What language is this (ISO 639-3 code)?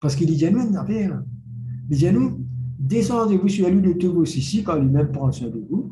mfe